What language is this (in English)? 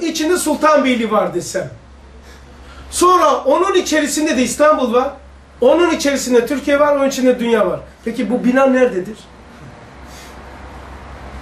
Turkish